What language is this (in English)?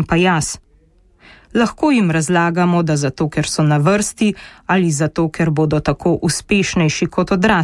Slovenian